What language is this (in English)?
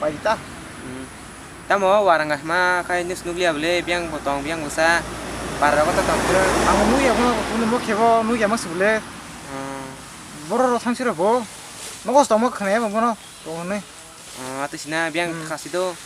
Kok Borok